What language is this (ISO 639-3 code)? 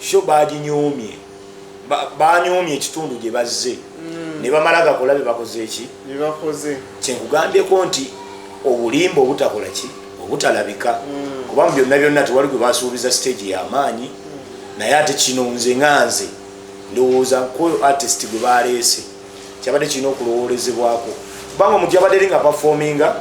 lug